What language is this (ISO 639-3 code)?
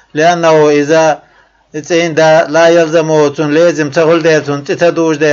che